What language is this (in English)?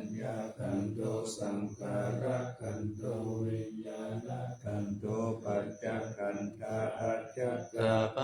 Pali